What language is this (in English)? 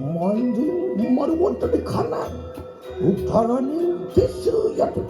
Balinese